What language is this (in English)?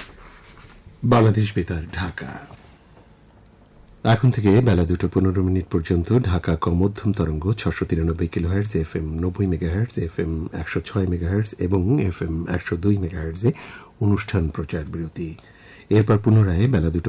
Bangla